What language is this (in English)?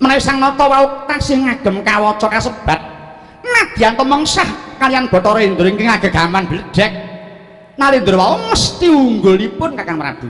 Javanese